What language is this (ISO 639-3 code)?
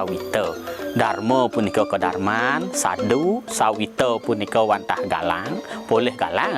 ban